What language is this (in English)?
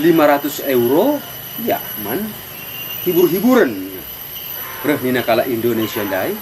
Batak Karo